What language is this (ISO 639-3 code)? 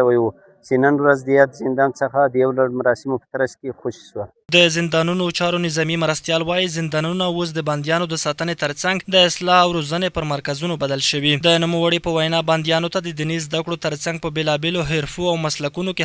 pus